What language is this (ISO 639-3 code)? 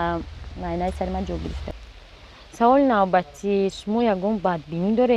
tgk